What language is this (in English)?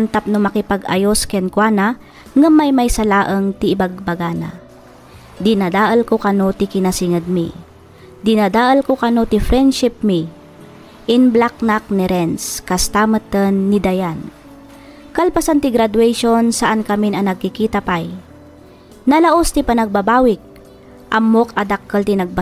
Iloko